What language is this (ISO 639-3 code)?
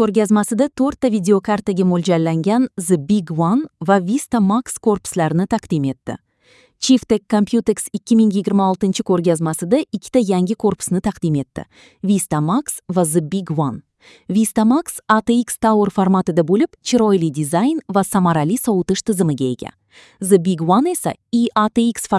uzb